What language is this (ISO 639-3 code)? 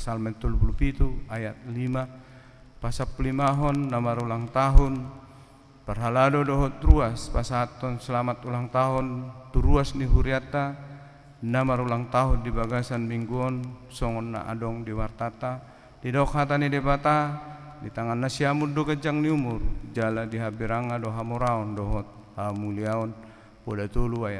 bbc